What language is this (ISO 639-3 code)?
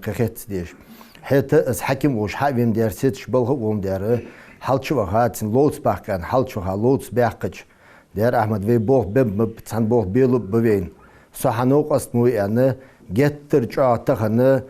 inh